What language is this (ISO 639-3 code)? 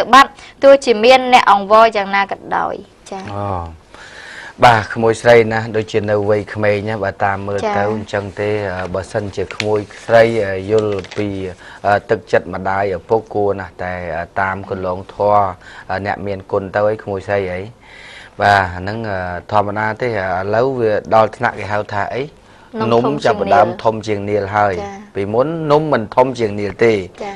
khm